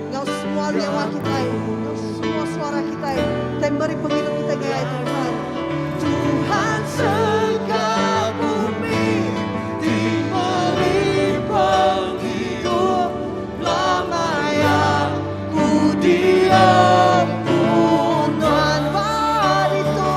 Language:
Iban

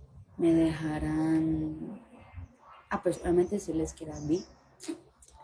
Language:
Spanish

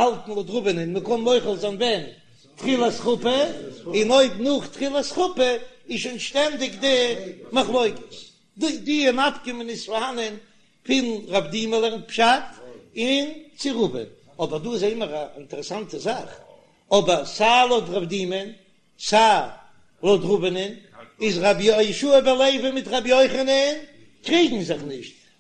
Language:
Yiddish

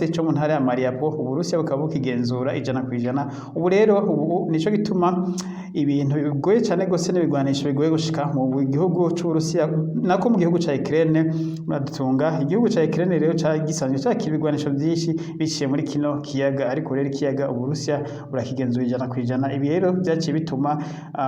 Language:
Rundi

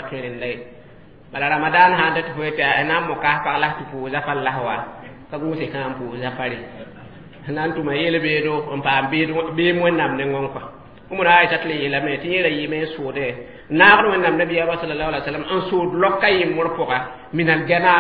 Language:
Mossi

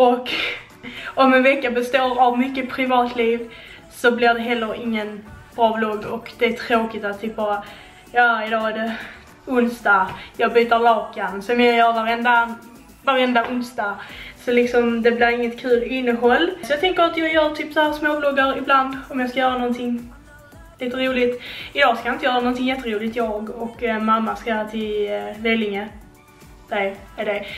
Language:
Swedish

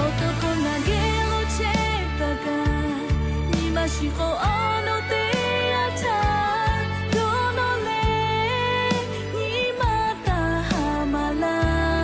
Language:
Lahu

